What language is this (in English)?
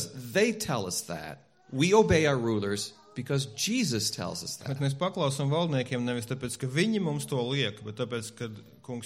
Latvian